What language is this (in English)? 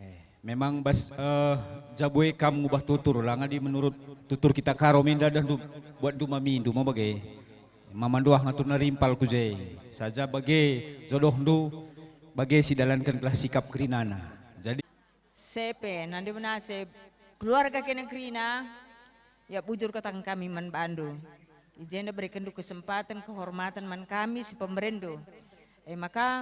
Batak Karo